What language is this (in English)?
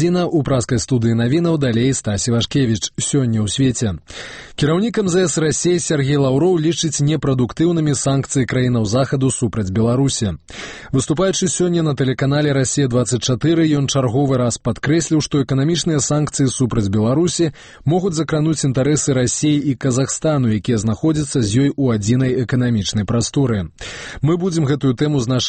Belarusian